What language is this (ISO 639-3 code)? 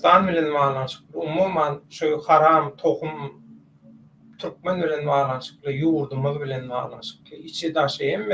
tuk